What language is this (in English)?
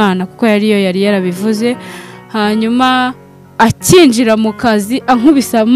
Kinyarwanda